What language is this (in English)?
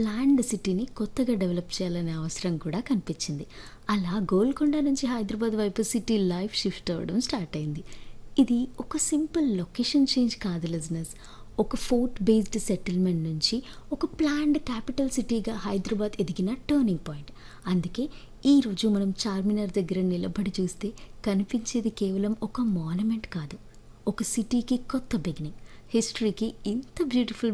Telugu